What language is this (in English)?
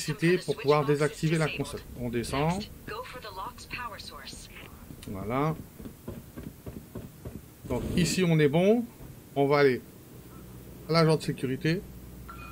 French